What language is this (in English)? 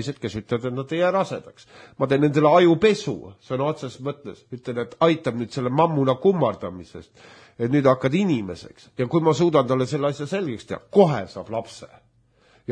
Estonian